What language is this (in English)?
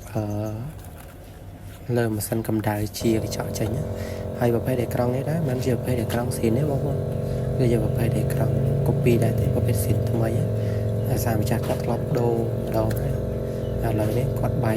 Khmer